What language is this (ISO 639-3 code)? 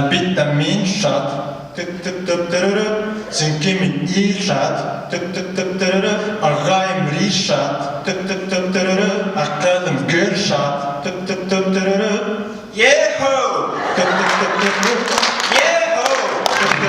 bak